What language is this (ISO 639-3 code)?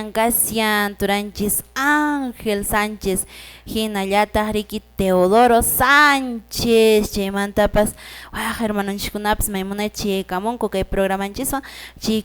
que